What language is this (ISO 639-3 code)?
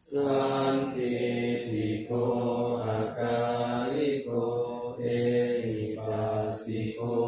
pli